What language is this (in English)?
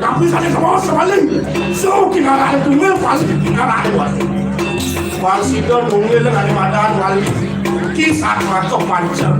Balinese